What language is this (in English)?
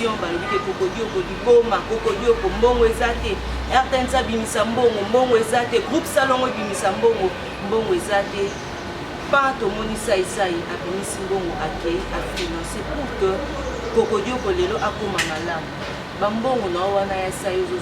Lingala